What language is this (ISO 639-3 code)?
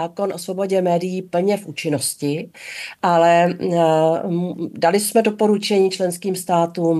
ces